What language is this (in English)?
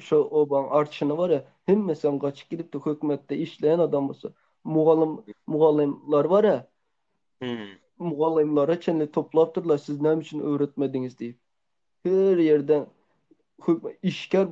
Turkmen